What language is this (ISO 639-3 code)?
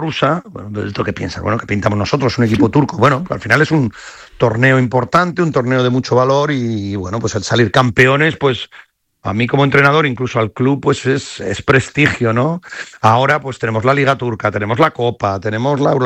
spa